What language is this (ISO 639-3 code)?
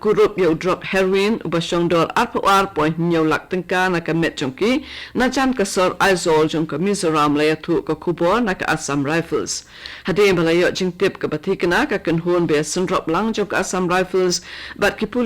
kha